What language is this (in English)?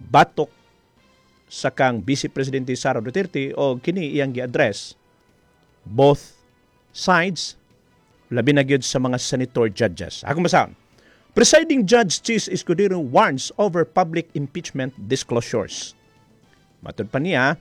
Cebuano